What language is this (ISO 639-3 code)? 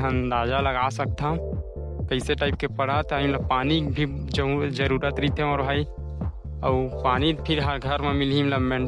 hne